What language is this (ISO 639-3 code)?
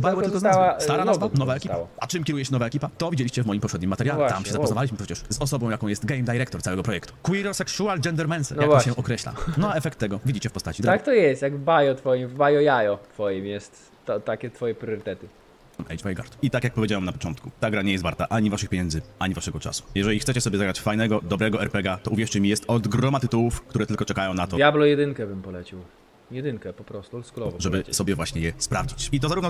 pol